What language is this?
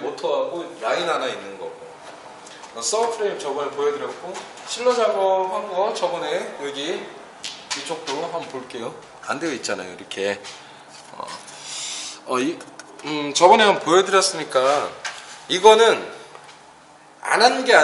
Korean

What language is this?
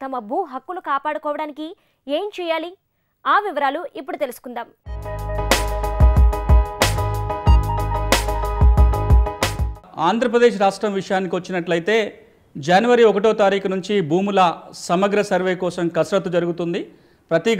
Telugu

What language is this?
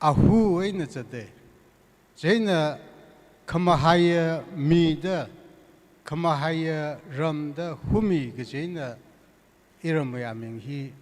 Tangkhul Naga (India)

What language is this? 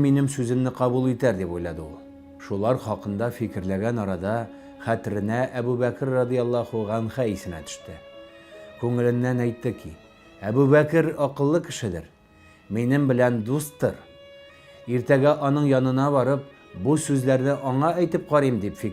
Tatar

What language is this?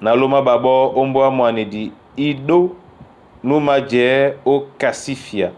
Duala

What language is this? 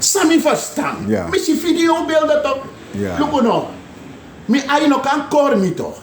Sranan Tongo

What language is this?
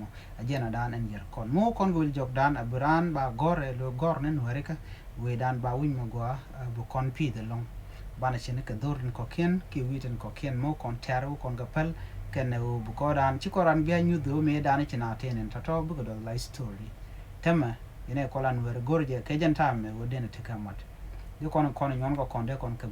Nuer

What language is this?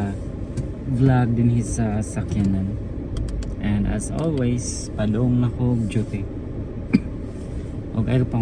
Cebuano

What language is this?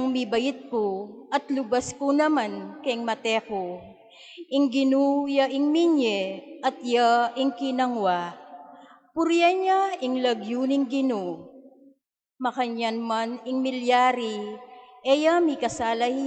Pampanga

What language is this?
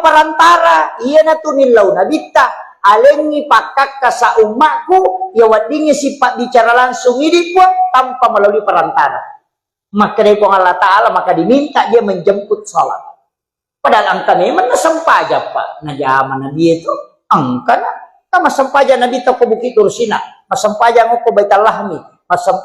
Buginese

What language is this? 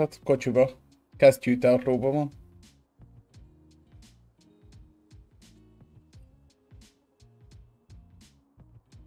Hungarian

